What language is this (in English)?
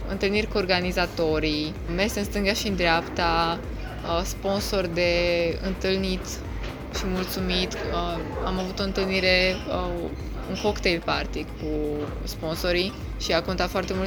Romanian